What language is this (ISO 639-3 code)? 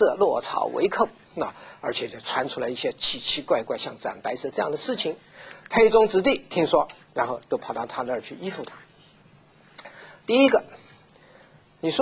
zho